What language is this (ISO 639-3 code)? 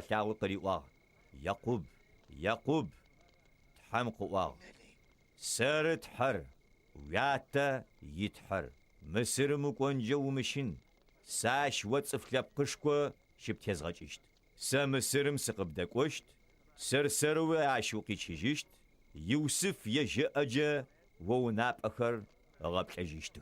ady